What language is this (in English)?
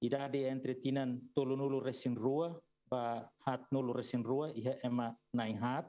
Tetum